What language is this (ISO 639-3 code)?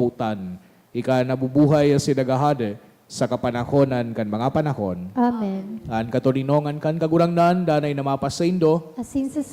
bik